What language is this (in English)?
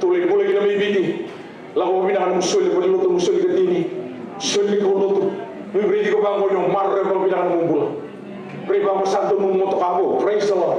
Fijian